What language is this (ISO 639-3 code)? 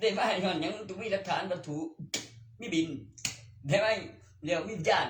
tts